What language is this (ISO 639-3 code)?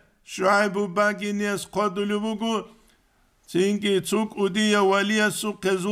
ava